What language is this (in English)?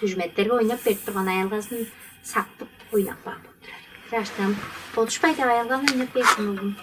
Tuvinian